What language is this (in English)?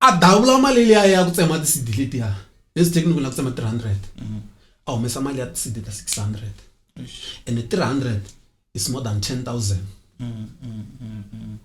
Tsonga